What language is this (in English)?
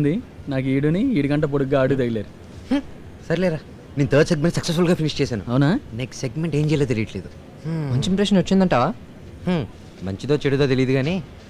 Telugu